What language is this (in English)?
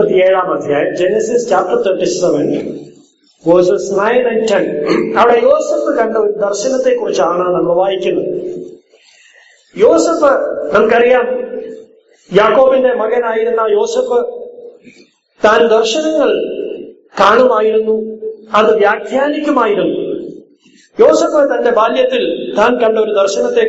Malayalam